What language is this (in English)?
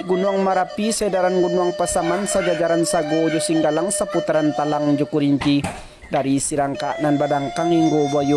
Minangkabau